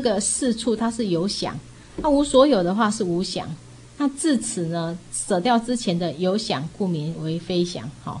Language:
Chinese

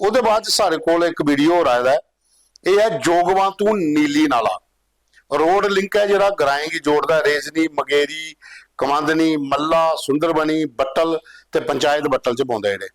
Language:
Dogri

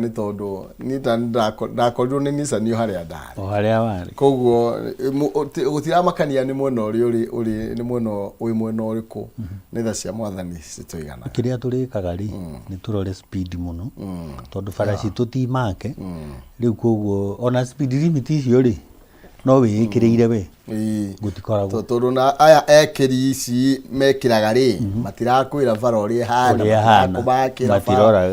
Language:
Kikuyu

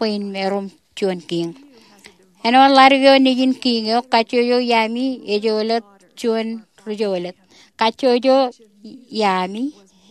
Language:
Marshallese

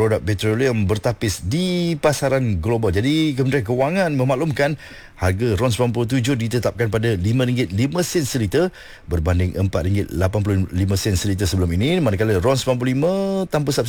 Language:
Malay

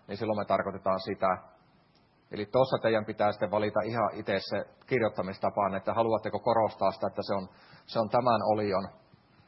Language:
Finnish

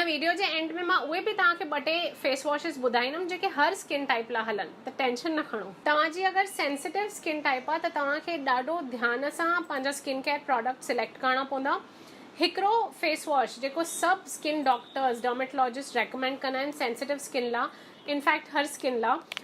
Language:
Sindhi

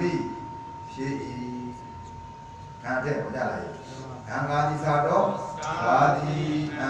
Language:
Burmese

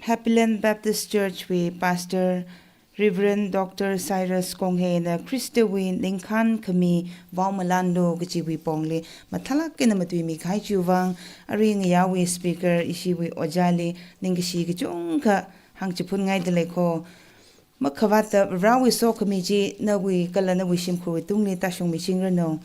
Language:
Tangkhul Naga (India)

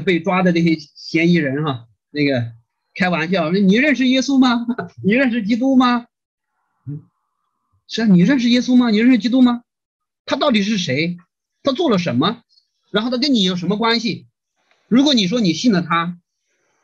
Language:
Chinese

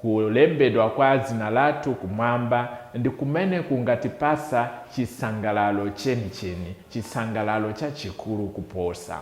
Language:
Nyanja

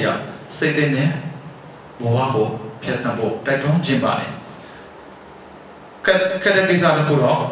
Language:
Burmese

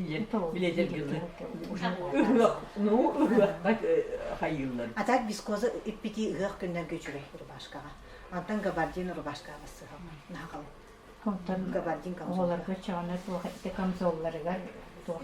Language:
Yakut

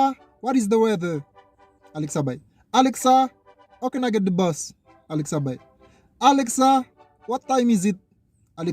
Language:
Haitian Creole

